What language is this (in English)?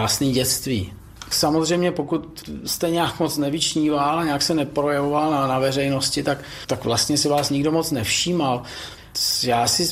Czech